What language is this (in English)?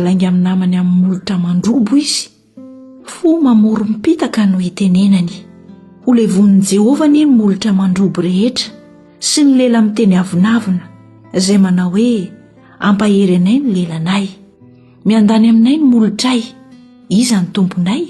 Malagasy